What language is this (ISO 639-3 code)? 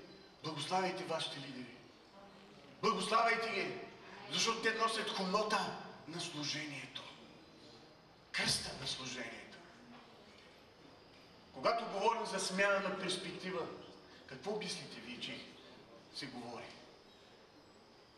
bul